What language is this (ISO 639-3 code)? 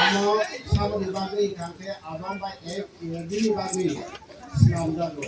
trp